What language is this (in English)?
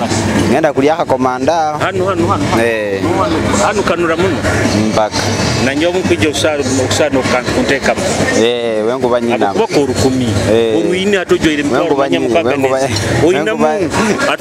Nyoro